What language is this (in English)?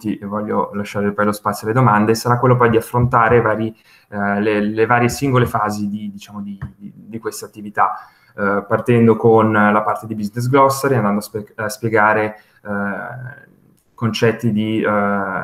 Italian